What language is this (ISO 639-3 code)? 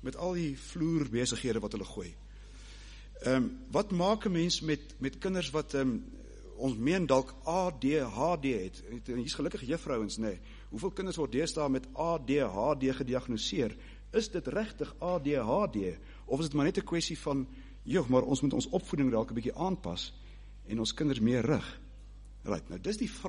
afr